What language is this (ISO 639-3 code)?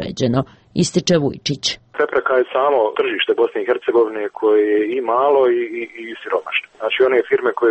srp